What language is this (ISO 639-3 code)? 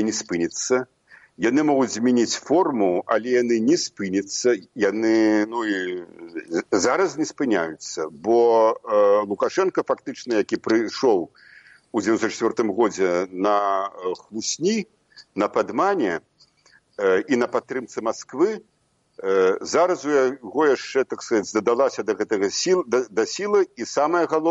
bel